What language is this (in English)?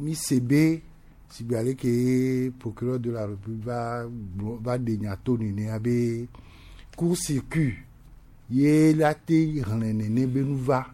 Gen